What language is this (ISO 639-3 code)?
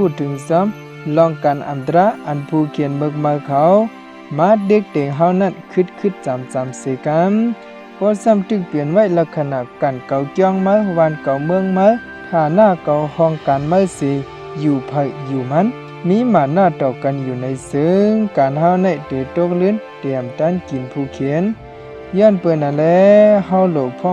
shn